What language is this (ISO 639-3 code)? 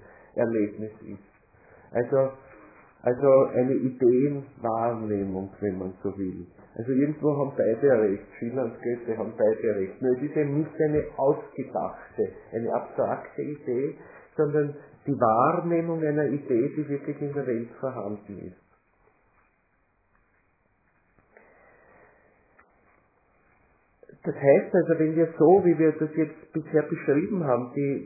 deu